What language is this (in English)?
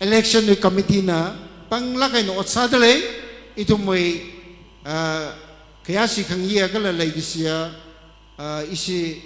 Tangkhul Naga (India)